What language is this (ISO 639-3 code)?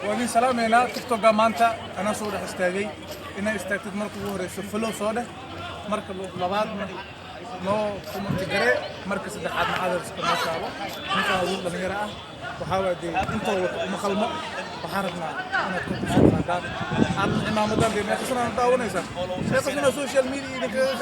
som